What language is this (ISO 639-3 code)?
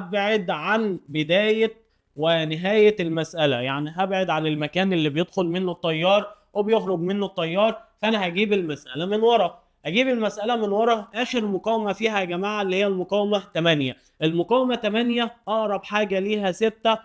arz